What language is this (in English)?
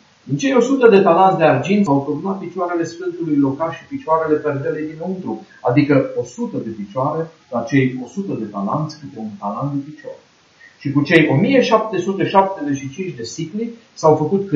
Romanian